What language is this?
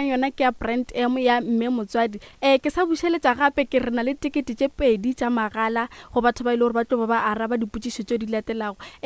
Northern Sotho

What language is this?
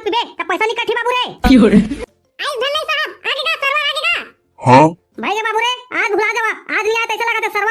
Chhattisgarhi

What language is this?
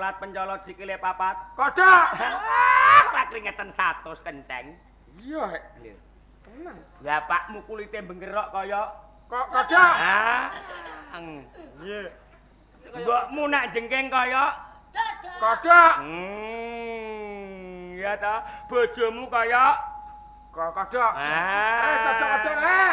Javanese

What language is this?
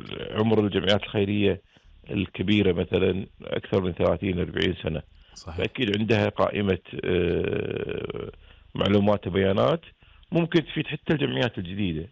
Gulf Arabic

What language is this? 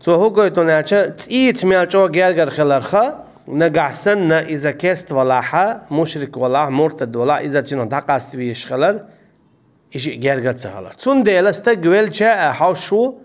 Chechen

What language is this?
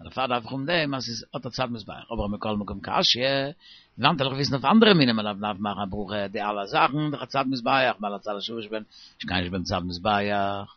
Yiddish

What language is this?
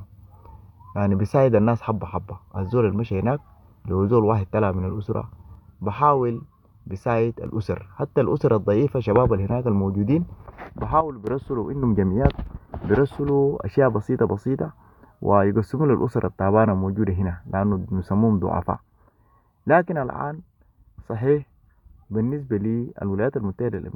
Sudanese Arabic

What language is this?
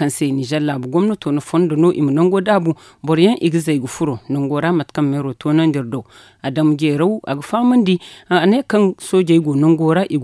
Zarma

